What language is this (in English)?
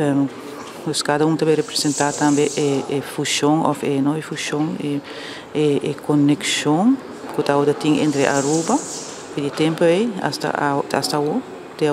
Papiamento